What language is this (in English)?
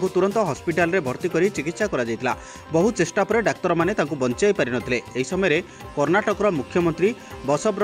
Odia